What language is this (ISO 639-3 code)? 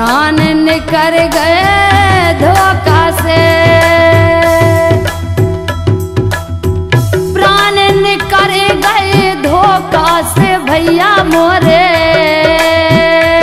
bns